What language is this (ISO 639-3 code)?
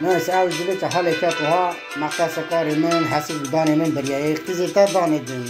kur